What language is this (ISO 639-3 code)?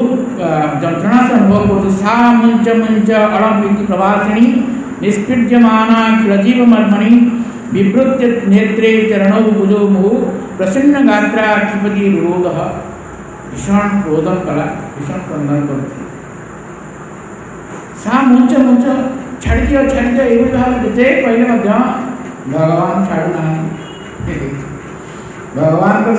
ori